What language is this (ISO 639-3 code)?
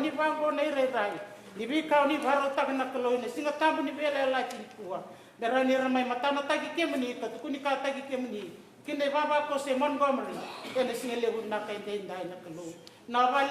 fij